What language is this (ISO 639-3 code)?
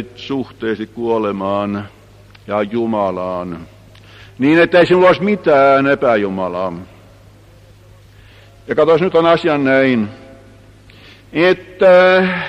fin